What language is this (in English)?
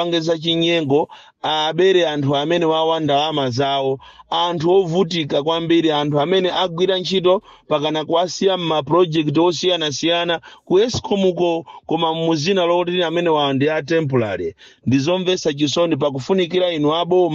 Nyanja